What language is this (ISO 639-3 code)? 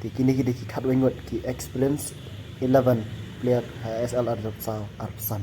kha